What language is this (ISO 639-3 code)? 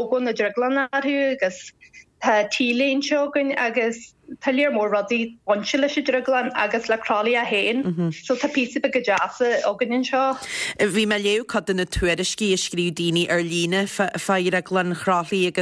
gle